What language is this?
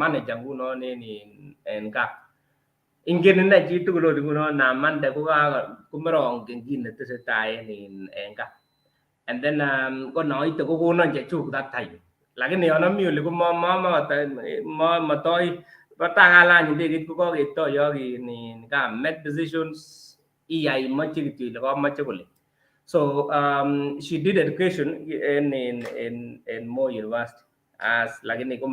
Kalenjin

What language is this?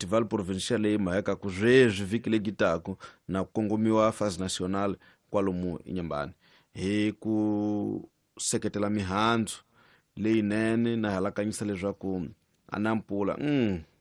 Tsonga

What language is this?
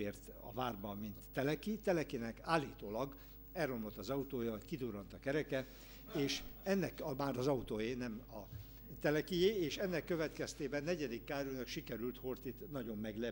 Hungarian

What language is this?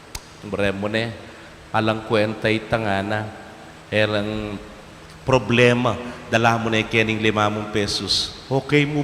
Pampanga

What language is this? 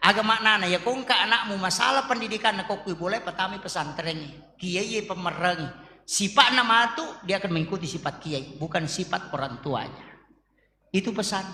Buginese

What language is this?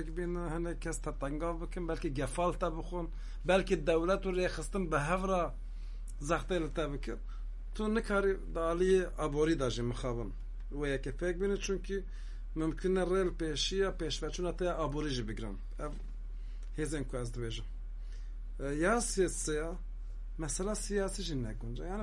Kurdish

